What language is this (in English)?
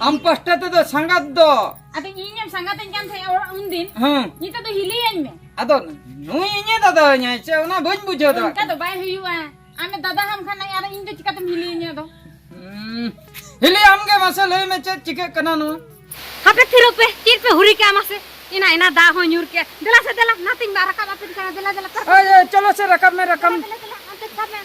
Santali